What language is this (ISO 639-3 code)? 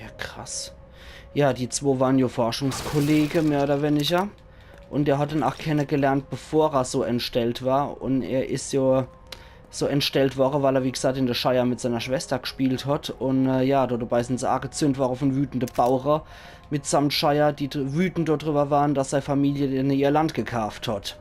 pfl